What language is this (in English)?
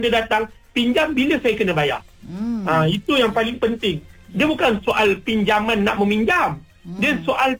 Malay